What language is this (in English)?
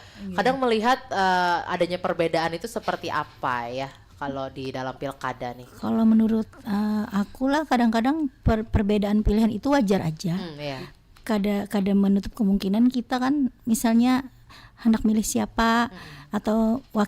Banjar